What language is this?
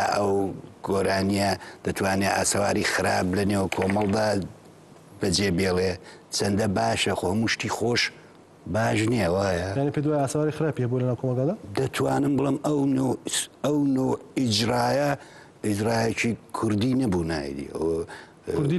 Central Kurdish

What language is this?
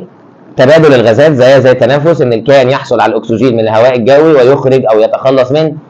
Egyptian Arabic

